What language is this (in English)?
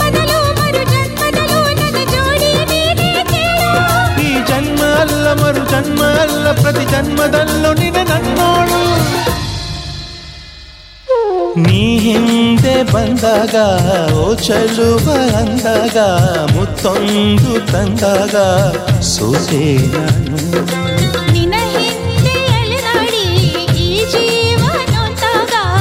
Kannada